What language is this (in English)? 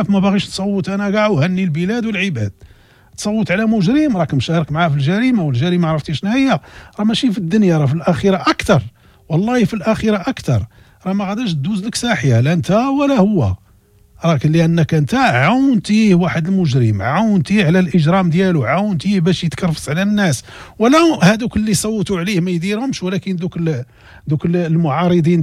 Moroccan Arabic